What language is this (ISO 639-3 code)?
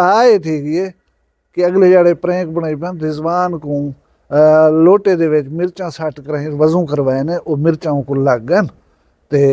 skr